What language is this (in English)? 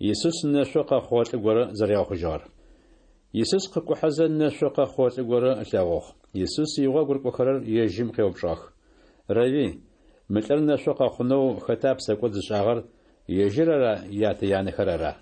Adyghe